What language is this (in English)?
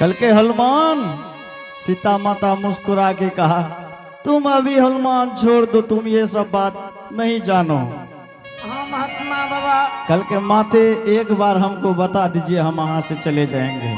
Angika